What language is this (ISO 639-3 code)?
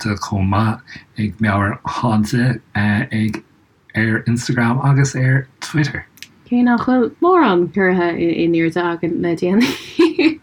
gle